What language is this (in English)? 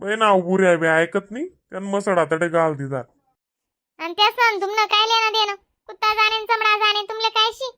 Khandesi